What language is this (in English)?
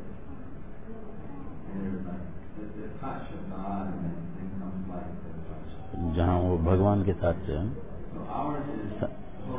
Hindi